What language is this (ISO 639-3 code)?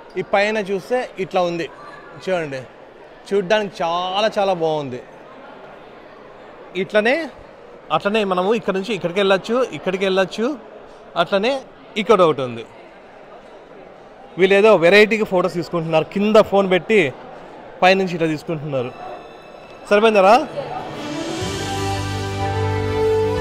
tel